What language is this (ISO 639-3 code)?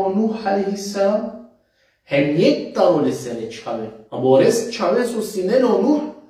rmn